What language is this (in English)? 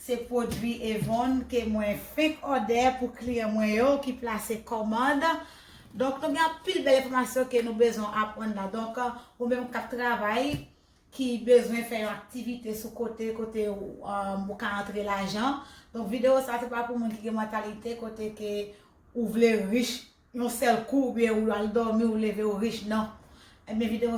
Haitian Creole